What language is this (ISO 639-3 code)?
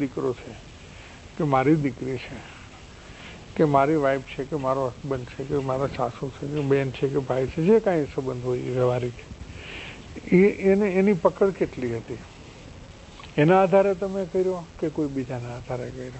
guj